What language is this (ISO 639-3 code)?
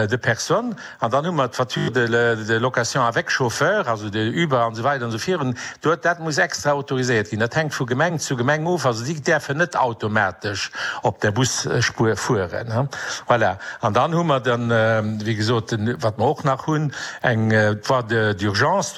ltz